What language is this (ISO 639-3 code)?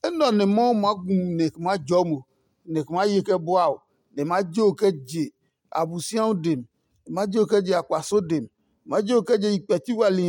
ada